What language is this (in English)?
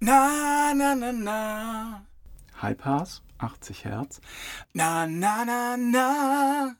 Slovenian